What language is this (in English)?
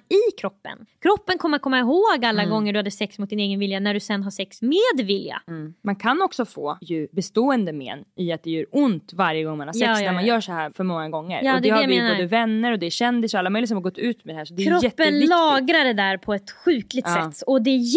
Swedish